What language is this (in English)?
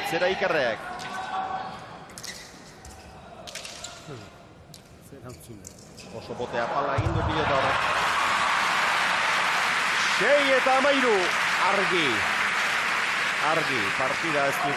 Basque